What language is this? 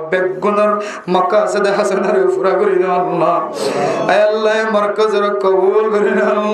Rohingya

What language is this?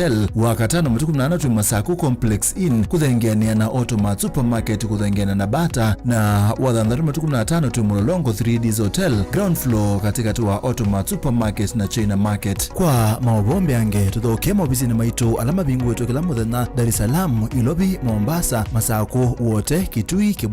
Kamba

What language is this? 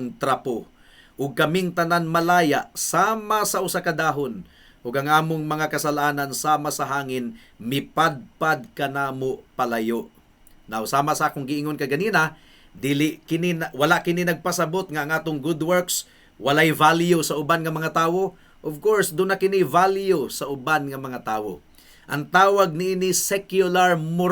Cebuano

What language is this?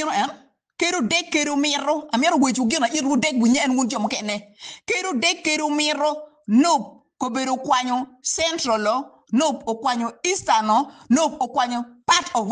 Acoli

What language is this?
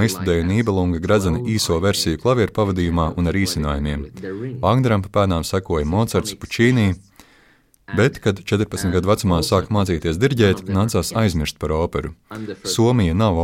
Latvian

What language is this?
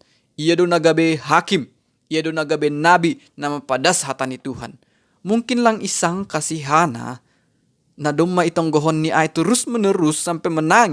Batak Simalungun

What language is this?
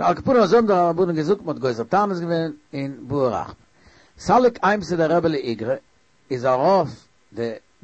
Yiddish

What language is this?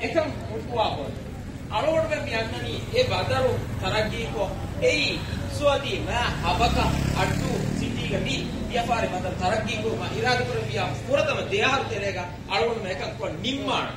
Divehi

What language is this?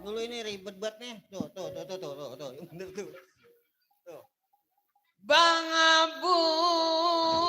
Betawi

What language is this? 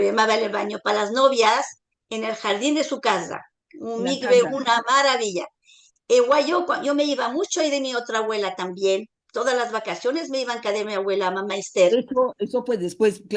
Ladino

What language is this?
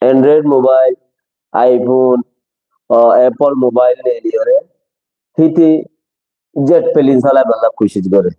Rohingya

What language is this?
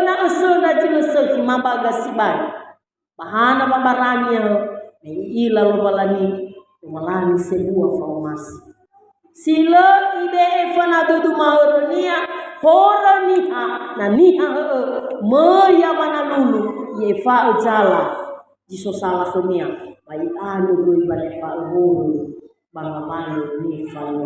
Nias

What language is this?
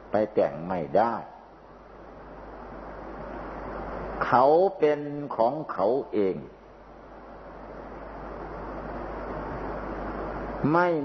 Thai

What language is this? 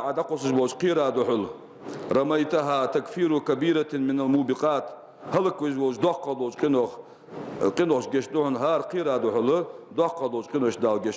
Ingush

